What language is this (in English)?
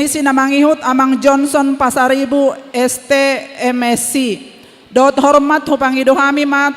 Batak Toba